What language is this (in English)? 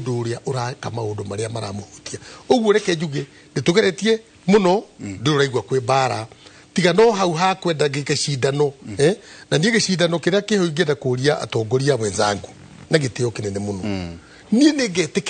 Kikuyu